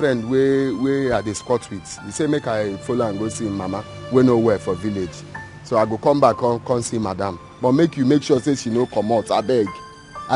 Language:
Nigerian Pidgin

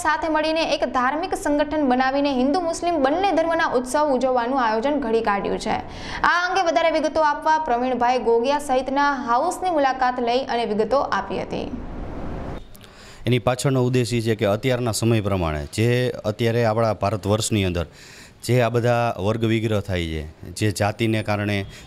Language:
Gujarati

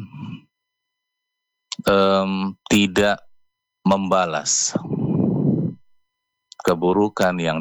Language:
Indonesian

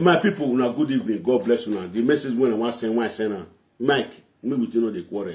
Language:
Nigerian Pidgin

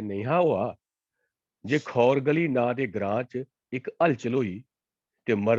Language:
Dogri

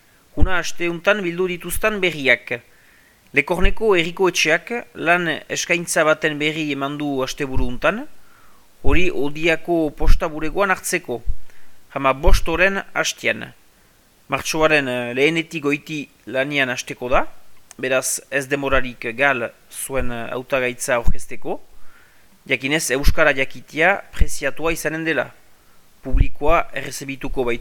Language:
Basque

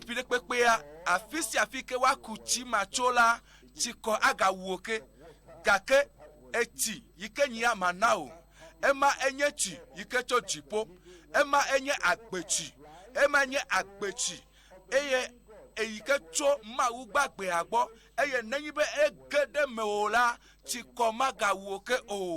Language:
Ewe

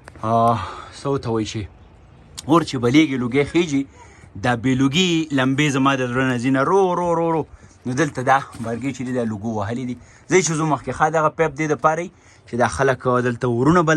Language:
Pashto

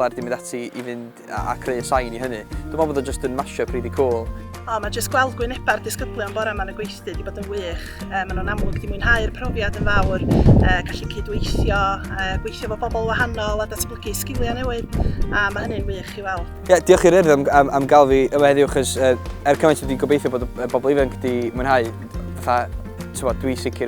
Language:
Welsh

